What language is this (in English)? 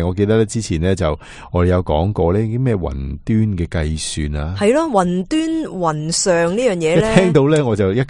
Cantonese